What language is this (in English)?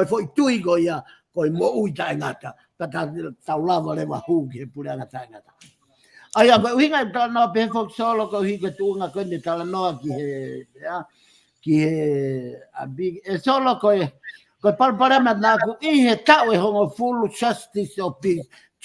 Tongan